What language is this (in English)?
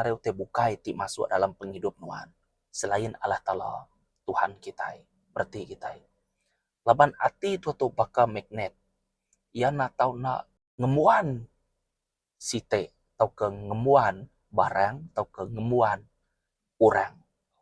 Iban